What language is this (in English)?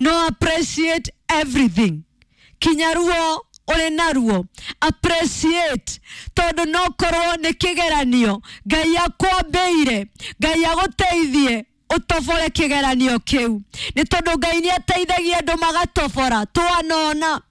Kikuyu